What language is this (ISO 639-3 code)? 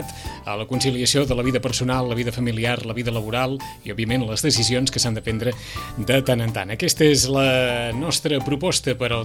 cat